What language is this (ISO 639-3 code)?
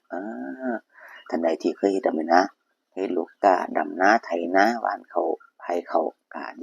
tts